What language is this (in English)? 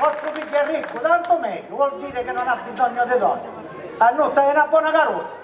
Sicilian